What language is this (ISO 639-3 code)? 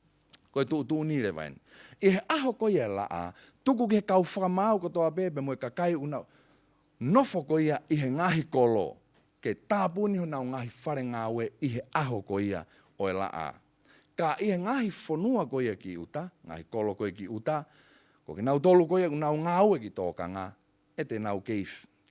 ton